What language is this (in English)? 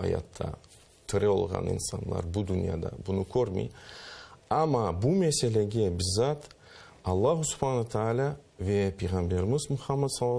Crimean Tatar